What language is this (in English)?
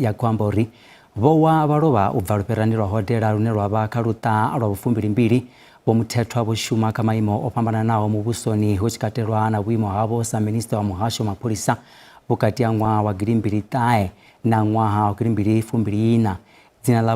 Venda